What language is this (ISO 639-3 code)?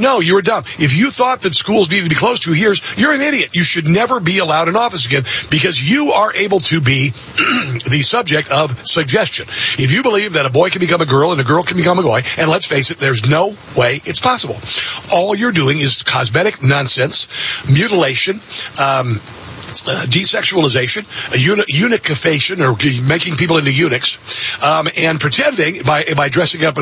eng